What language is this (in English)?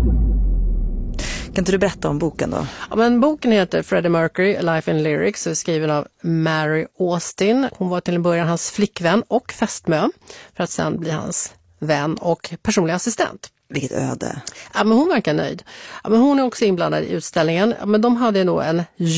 Swedish